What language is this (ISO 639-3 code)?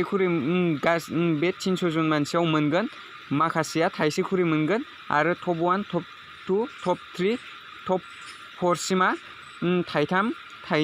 brx